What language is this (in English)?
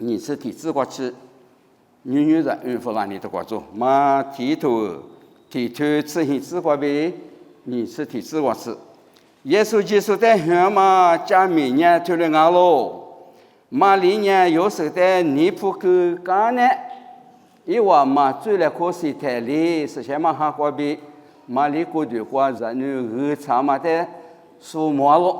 Lisu